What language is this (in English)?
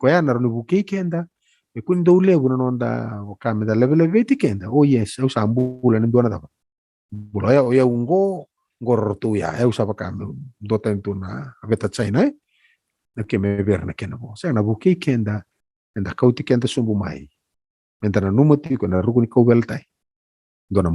Fijian